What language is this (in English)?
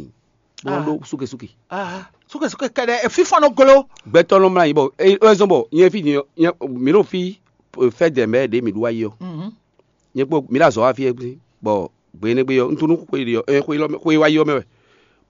Fon